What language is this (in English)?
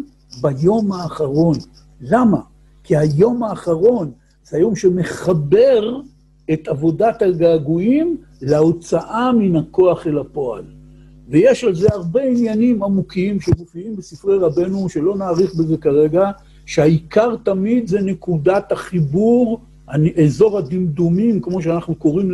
Hebrew